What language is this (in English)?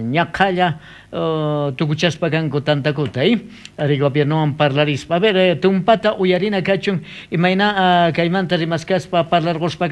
South Bolivian Quechua